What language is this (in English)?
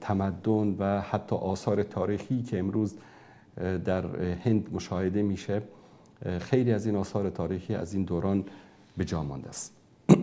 Persian